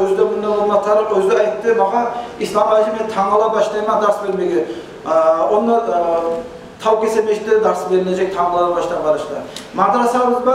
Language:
Kumyk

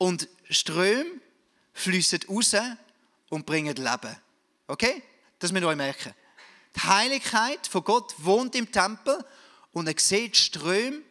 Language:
Swiss German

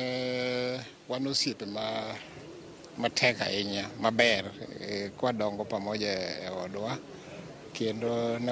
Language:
Luo (Kenya and Tanzania)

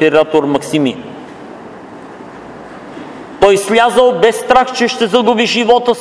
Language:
Bulgarian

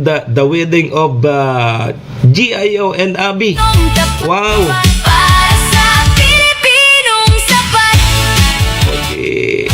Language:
Bikol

